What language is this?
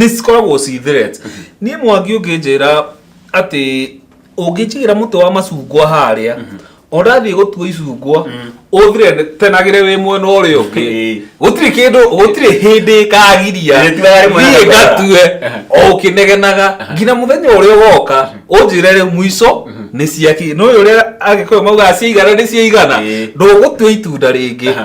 Kikuyu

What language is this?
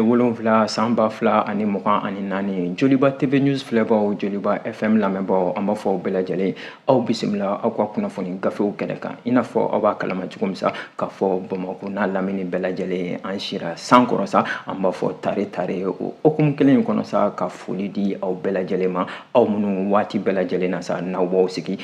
Bambara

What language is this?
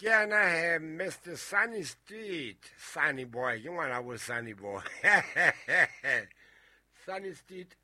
Southern Sotho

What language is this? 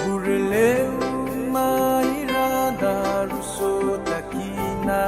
Fijian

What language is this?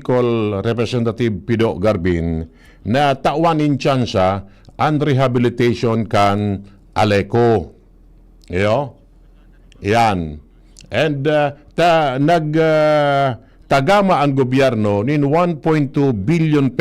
Bikol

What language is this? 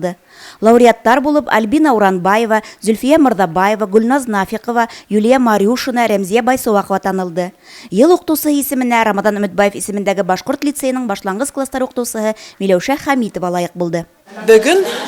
Bashkir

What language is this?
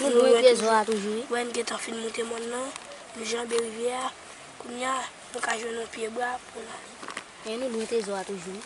Haitian Creole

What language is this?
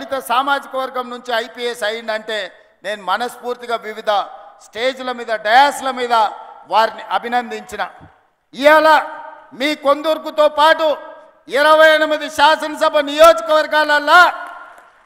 Telugu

